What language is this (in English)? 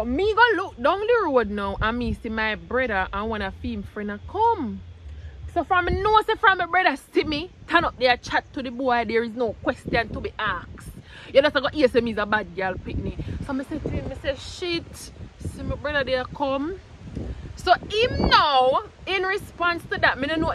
Jamaican Creole English